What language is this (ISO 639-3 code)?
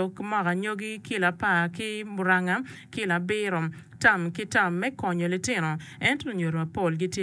ach